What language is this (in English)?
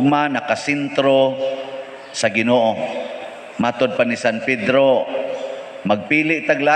Cebuano